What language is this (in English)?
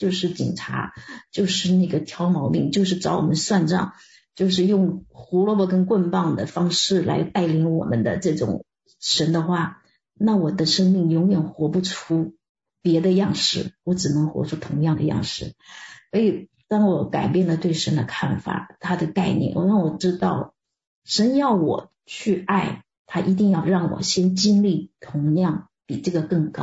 Chinese